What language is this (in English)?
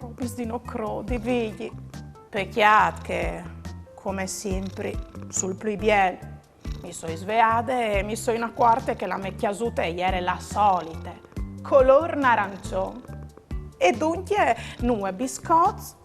Friulian